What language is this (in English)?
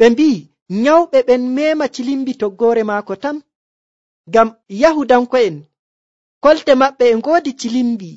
Nigerian Fulfulde